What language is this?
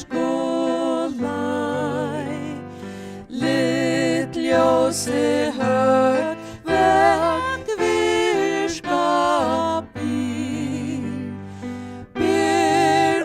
Faroese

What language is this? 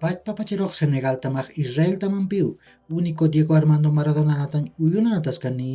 Aymara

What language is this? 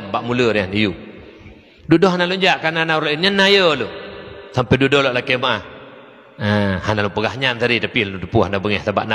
Achinese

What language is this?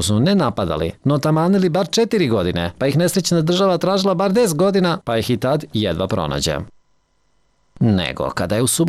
Serbian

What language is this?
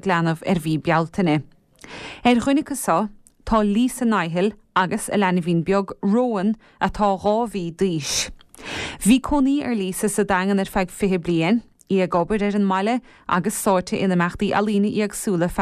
Irish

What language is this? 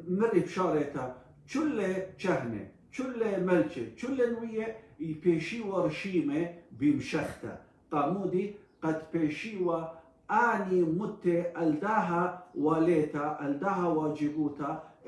Assyrian Neo-Aramaic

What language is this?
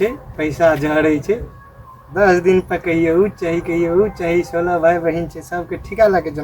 Maithili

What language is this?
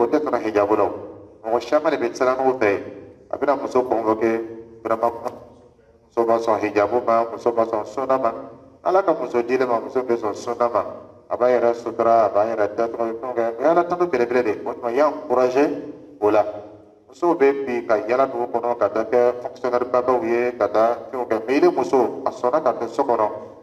Dyula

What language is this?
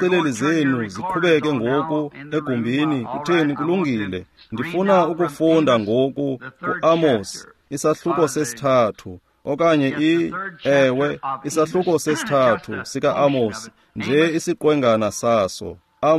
Xhosa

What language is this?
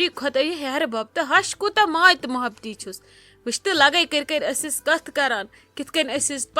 Kashmiri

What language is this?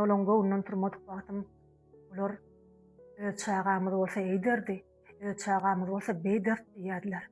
Turkmen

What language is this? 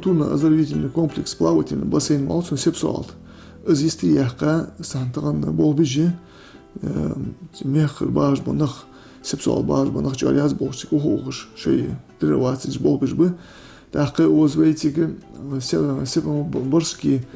Ingush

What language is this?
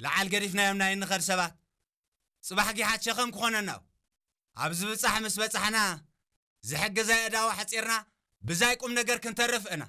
Tigrinya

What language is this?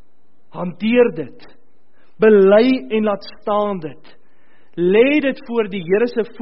Afrikaans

